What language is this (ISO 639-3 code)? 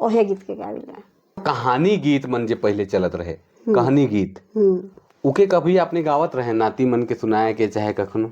sck